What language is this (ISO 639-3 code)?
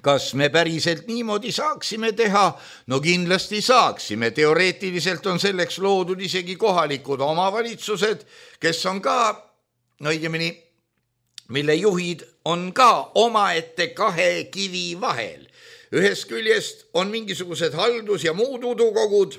est